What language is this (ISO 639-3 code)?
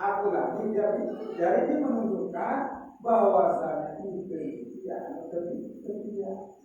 sas